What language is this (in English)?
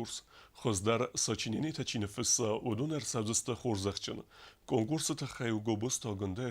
Ossetic